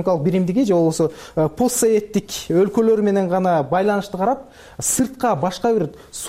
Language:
Kyrgyz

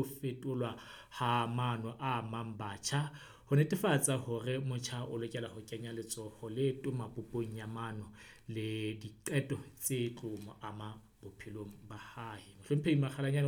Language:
Southern Sotho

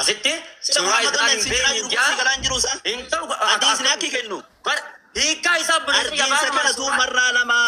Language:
Oromo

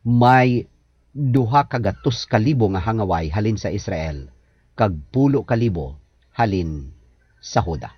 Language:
Hiligaynon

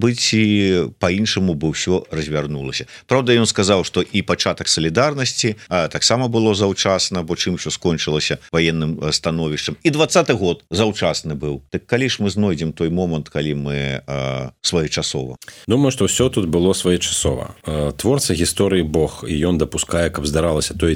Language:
Belarusian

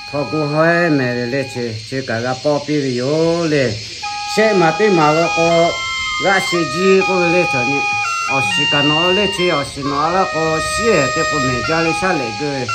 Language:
Lahu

